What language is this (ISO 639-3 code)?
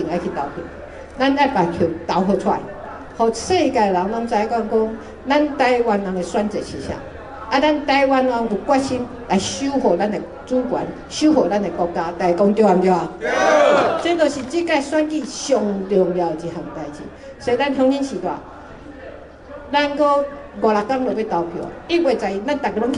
nan